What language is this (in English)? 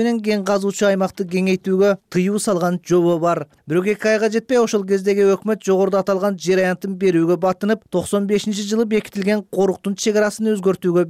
Kyrgyz